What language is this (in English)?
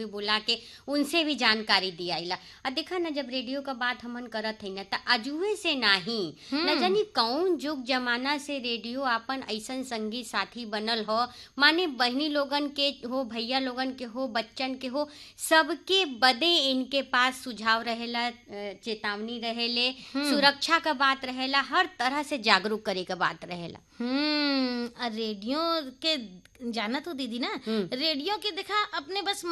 Bhojpuri